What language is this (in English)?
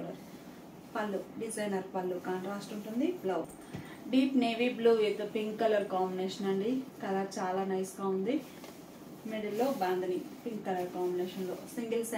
Telugu